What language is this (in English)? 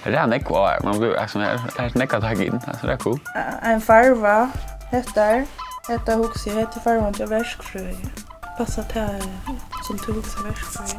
Faroese